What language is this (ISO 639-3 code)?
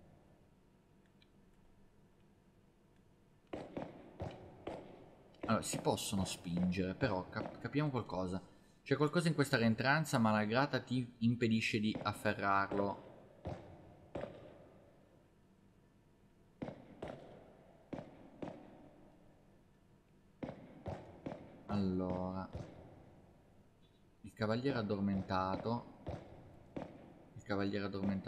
ita